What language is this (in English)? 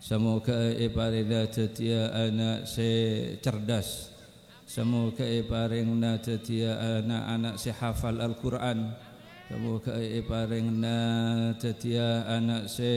Madurese